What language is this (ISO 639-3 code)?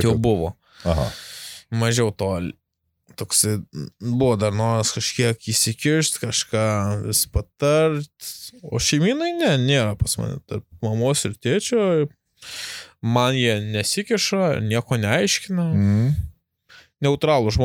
lit